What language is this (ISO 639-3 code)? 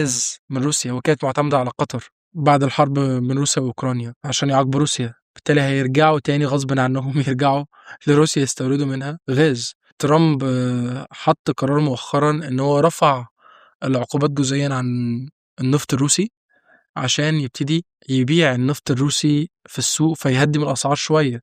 arz